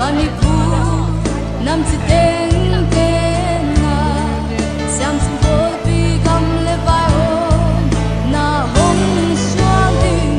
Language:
Paite Chin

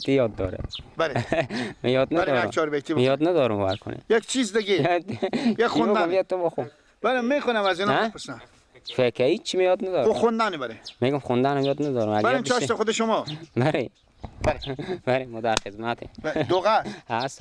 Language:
Persian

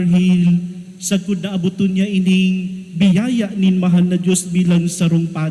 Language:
Bikol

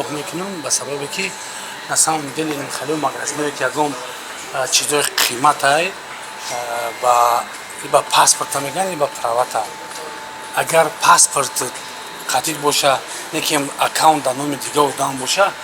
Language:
Tajik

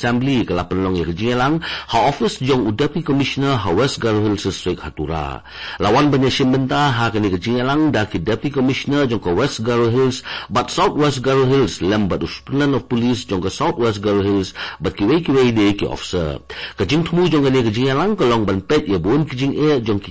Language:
Khasi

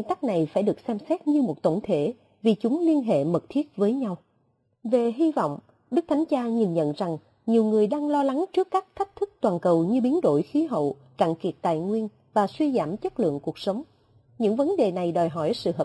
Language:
Vietnamese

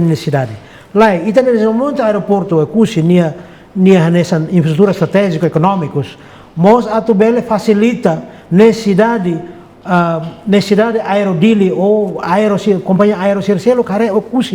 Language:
Tetum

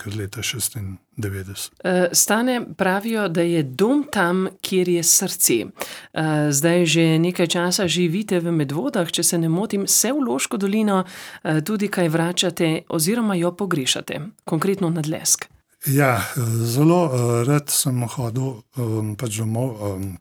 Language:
Slovenian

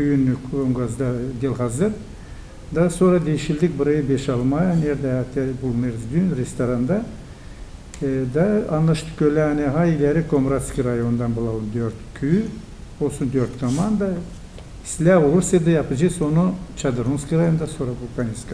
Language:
Gagauz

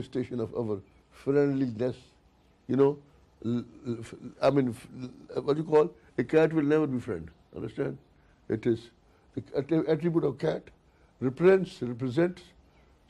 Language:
English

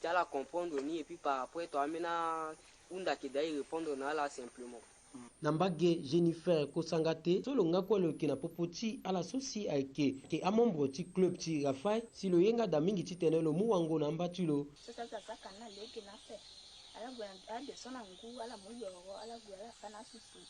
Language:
Sango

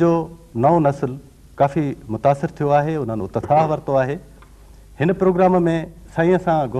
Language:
Sindhi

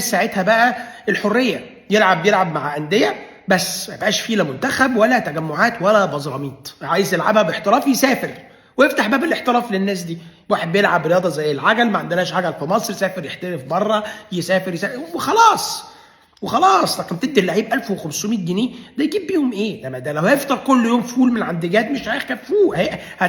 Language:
Egyptian Arabic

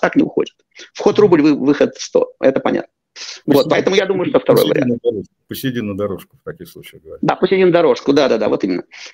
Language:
Russian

